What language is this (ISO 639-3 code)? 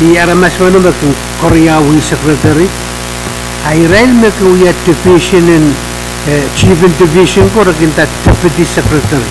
pon